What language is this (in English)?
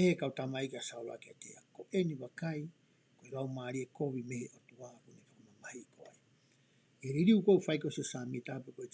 Tongan